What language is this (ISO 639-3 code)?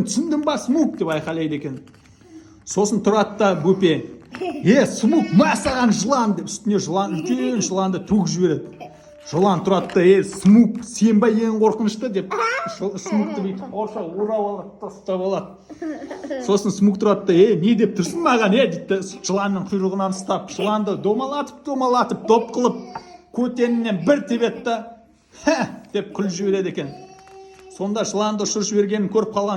kaz